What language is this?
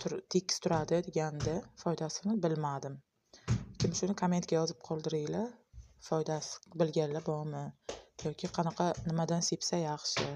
Uzbek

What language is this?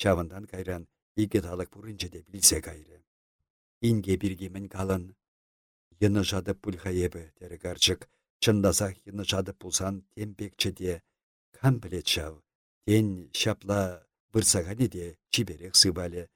Chuvash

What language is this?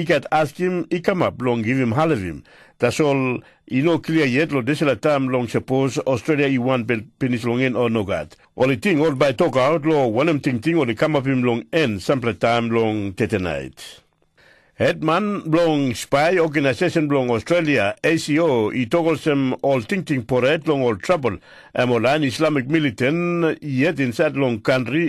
Tok Pisin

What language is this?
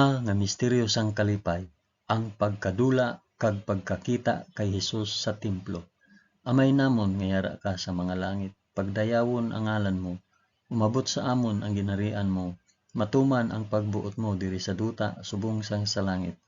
Hiligaynon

